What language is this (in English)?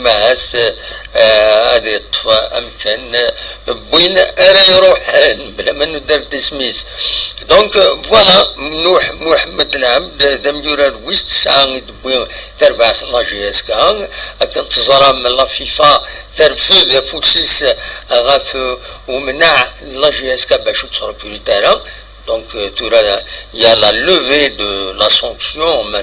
Kabyle